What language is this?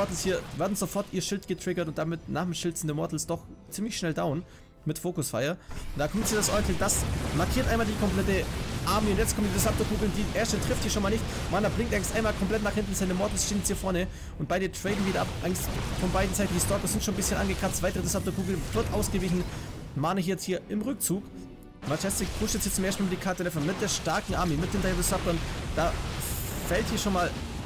German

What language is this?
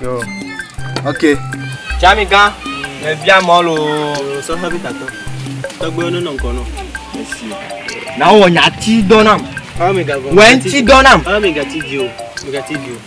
Ewe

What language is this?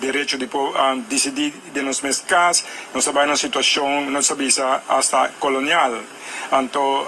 Papiamento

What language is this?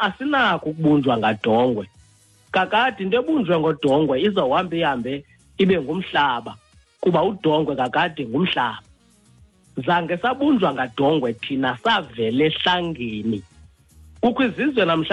Xhosa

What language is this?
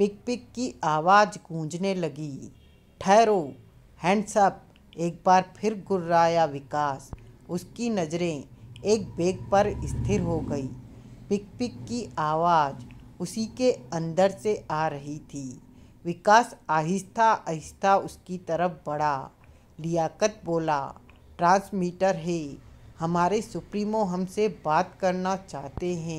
Hindi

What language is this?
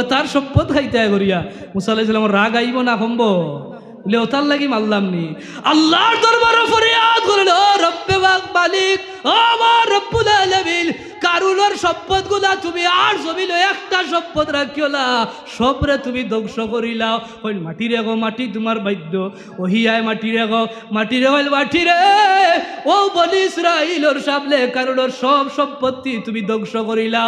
Sylheti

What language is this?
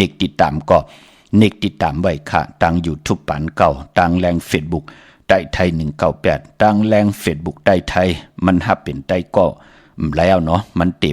Shan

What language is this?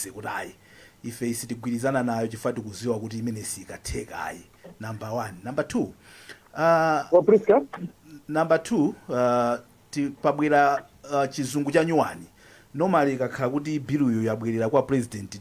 Nyanja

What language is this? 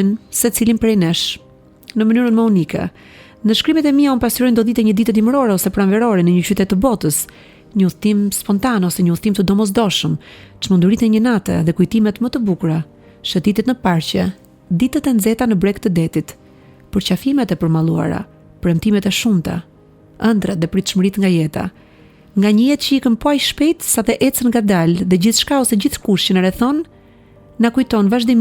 Albanian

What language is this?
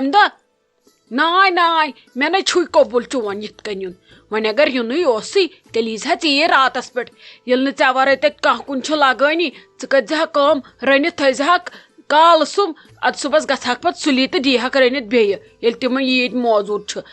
Kashmiri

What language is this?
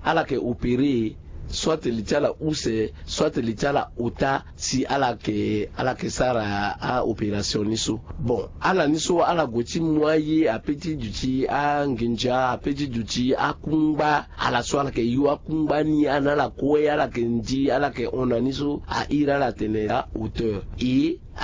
Sango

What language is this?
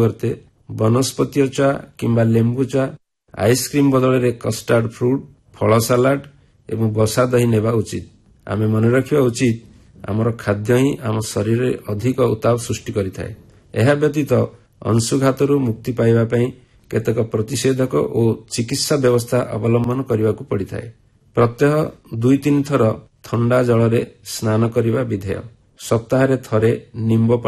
Odia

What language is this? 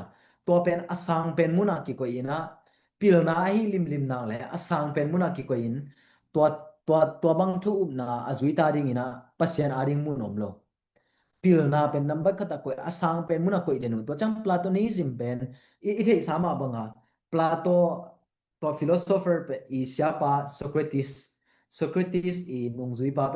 Tedim Chin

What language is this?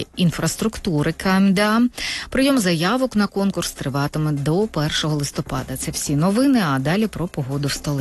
Ukrainian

